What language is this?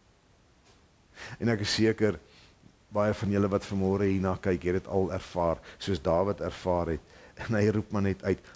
Afrikaans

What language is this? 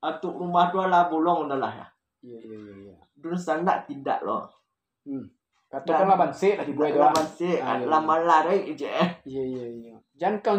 Minangkabau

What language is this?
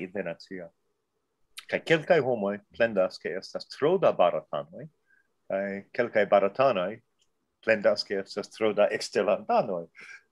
Esperanto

